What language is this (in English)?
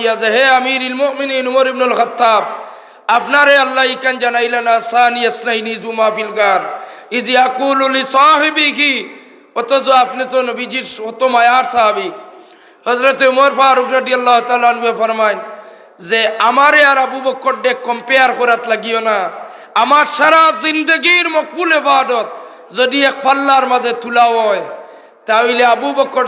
Sylheti